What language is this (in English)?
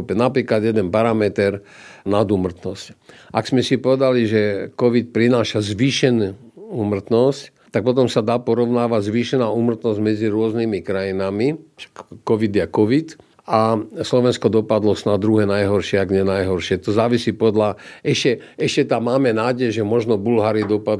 Slovak